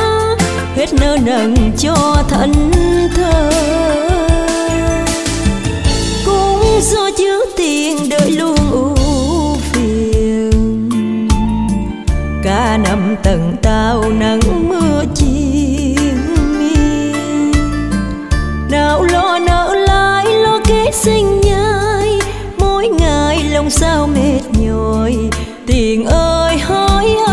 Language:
Vietnamese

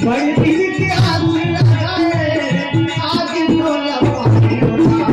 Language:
Chhattisgarhi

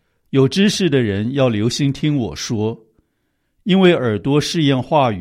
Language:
Chinese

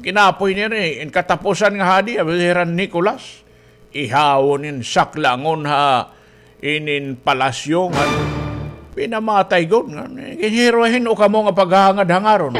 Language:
Waray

